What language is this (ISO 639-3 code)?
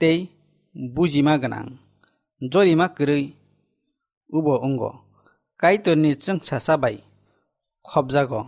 trp